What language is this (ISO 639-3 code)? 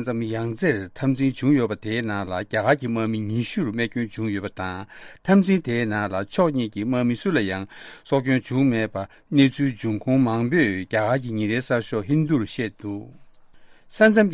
bod